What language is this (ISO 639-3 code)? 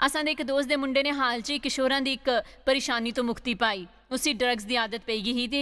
doi